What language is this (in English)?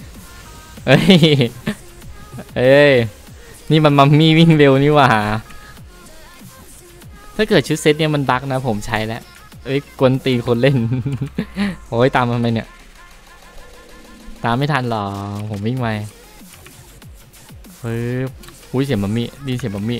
Thai